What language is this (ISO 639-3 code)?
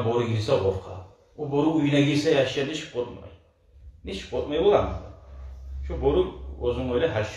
kum